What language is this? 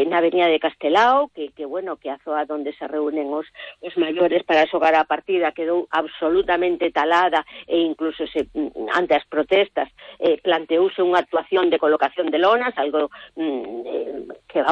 Galician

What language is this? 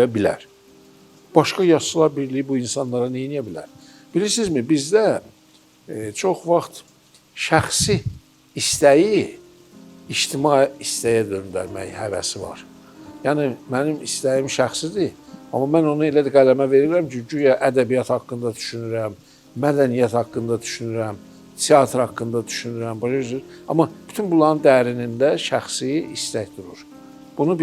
Azerbaijani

